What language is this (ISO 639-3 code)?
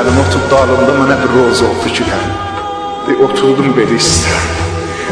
azb